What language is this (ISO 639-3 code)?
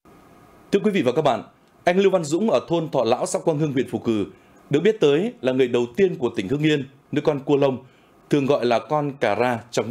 vie